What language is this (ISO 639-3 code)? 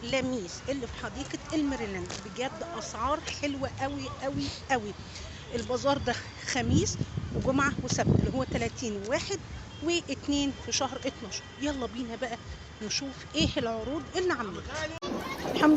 arz